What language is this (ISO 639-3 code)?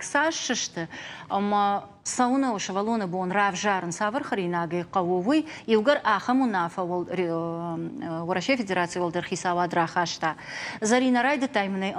oss